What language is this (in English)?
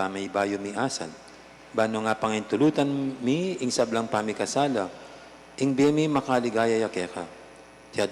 Pampanga